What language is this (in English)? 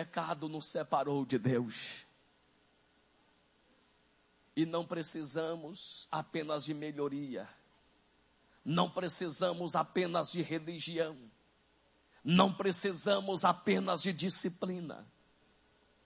Portuguese